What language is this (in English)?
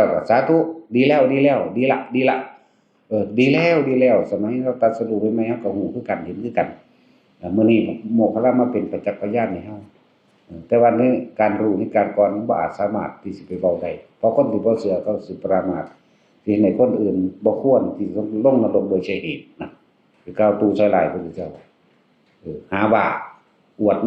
Northeastern Thai